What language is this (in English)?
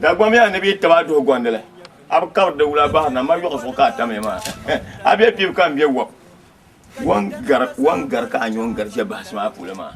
Dagbani